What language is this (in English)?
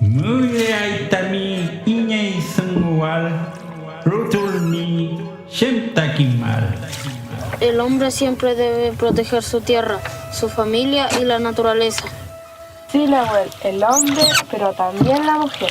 Mapuche